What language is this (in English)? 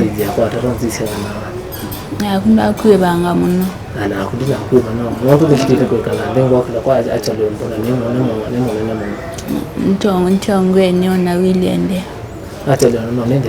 Kamba